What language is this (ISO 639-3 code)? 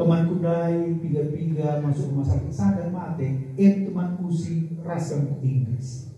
btx